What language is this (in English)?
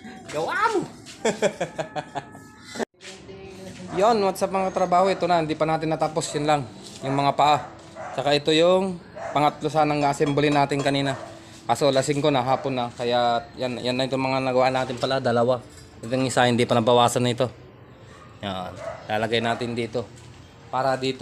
Filipino